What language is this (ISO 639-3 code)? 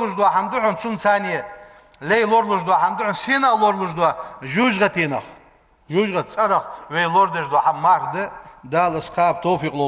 inh